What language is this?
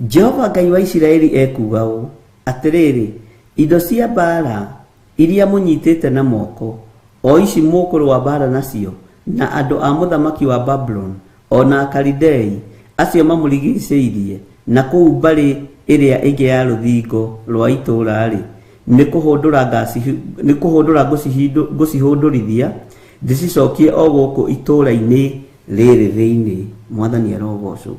Kikuyu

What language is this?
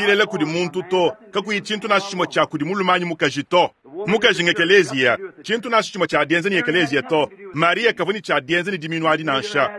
Luba-Lulua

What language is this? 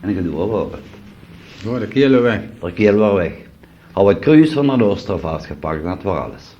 Limburgish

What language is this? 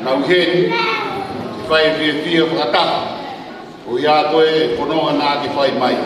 Tongan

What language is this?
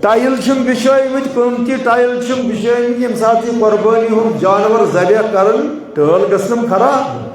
Kashmiri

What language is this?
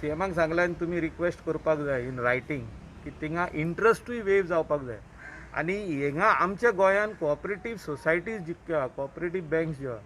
Konkani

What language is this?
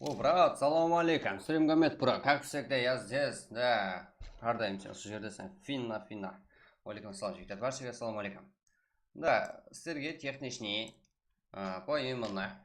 Kara-Kalpak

